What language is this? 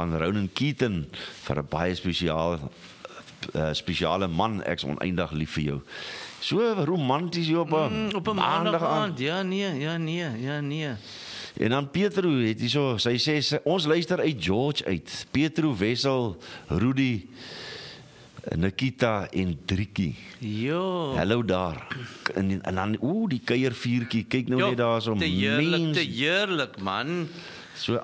Afrikaans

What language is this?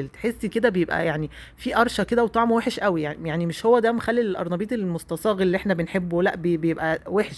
Egyptian Arabic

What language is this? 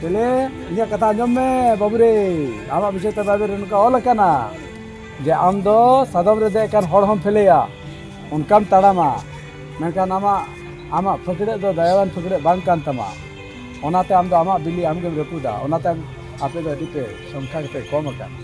Santali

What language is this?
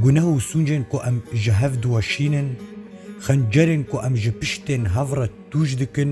Kurdish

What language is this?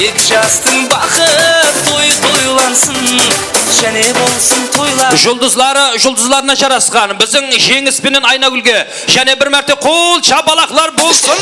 Kara-Kalpak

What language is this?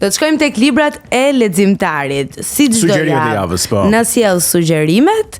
Albanian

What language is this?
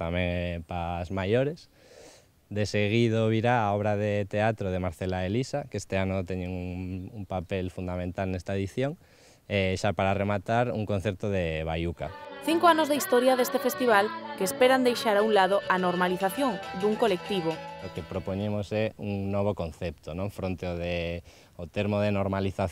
Galician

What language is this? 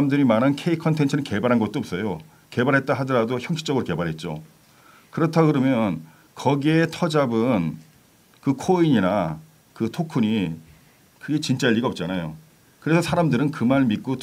Korean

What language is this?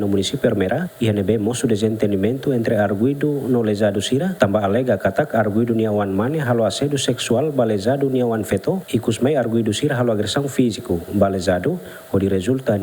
Tetum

